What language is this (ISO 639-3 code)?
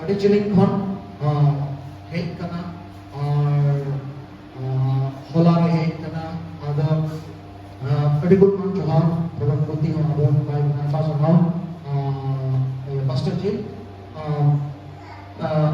sat